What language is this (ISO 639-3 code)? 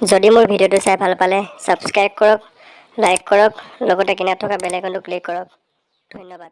asm